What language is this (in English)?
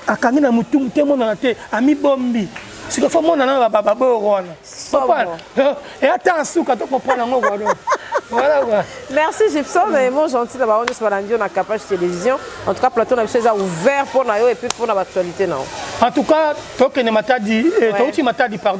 Lingala